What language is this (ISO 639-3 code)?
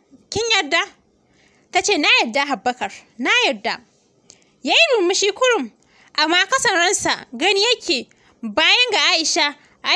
hau